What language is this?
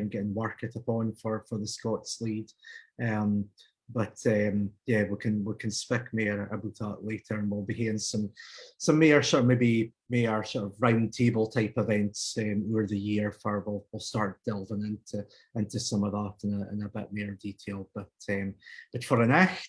Scots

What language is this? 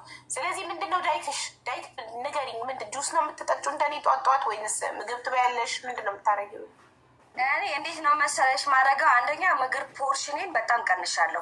Amharic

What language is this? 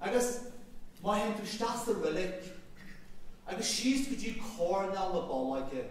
Irish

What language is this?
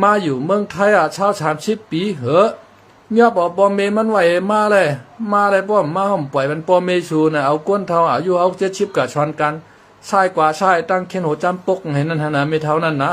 Shan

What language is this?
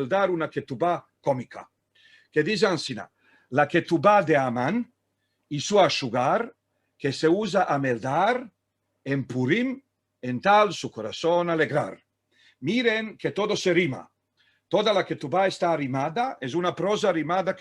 Ladino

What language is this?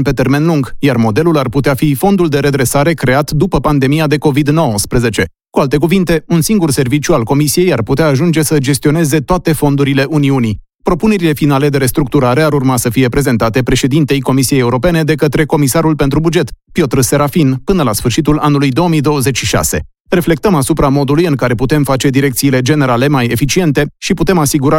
Romanian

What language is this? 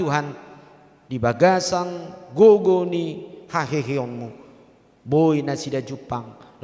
Batak Toba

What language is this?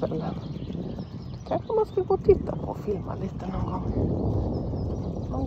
Swedish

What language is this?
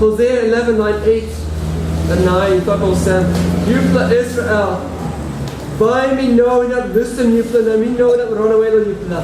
Tok Pisin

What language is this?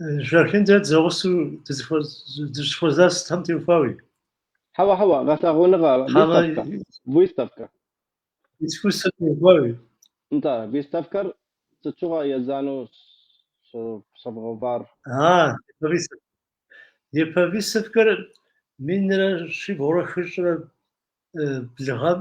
Kabardian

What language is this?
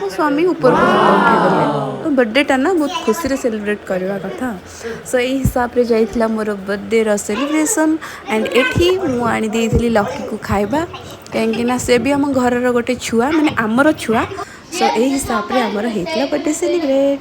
Odia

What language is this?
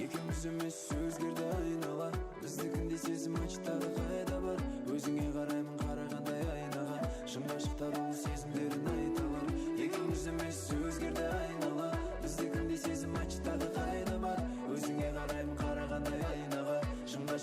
Kara-Kalpak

